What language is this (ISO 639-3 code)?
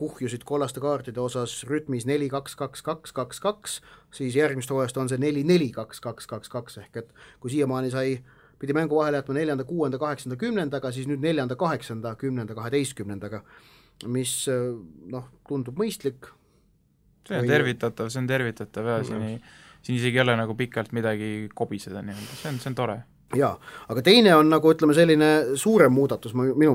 est